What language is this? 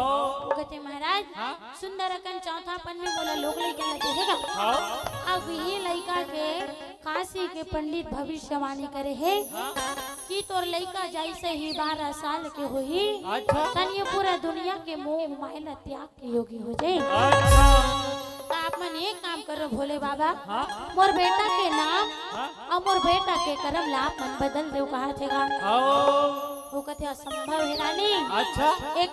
Chhattisgarhi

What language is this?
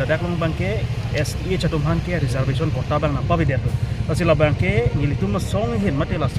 Karbi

